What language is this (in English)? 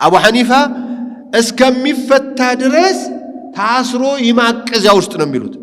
Amharic